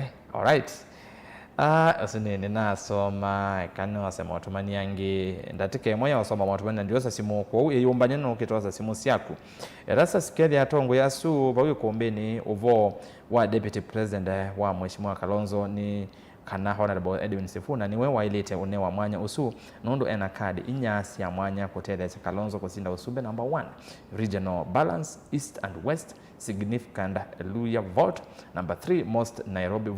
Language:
Kamba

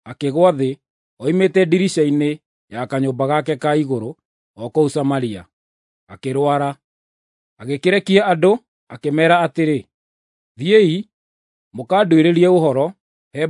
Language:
Kikuyu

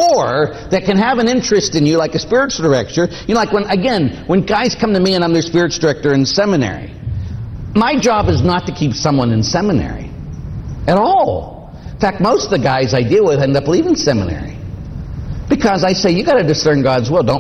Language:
English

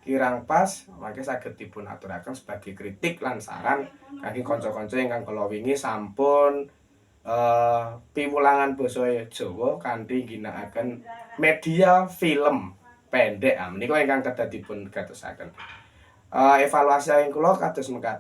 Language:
Javanese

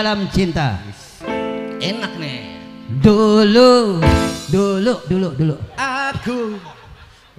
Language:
Betawi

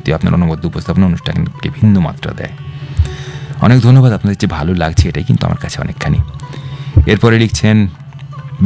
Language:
Bangla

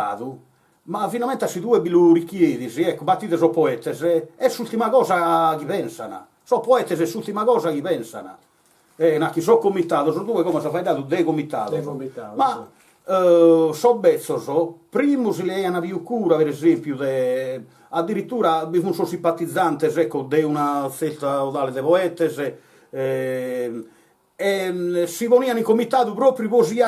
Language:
Sardinian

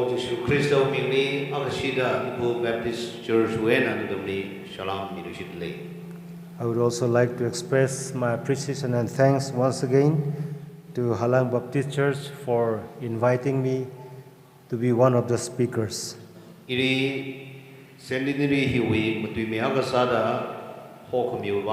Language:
Tangkhul Naga (India)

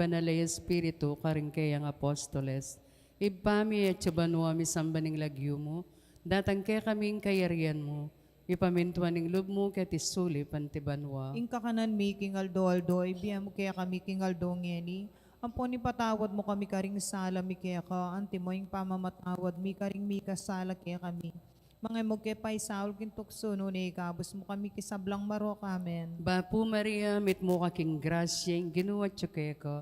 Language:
Pampanga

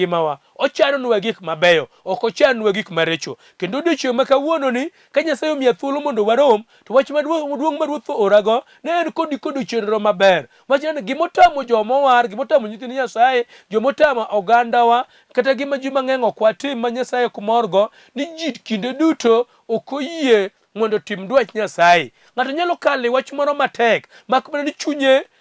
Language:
Luo (Kenya and Tanzania)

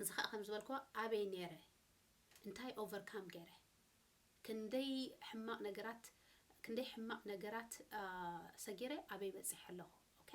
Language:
Tigrinya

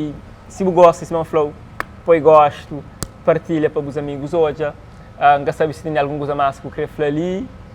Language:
Kabuverdianu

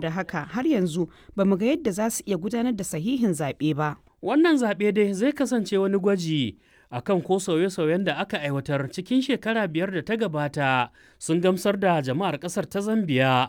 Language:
Hausa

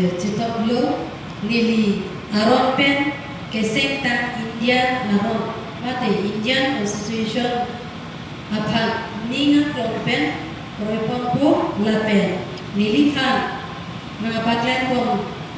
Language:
Karbi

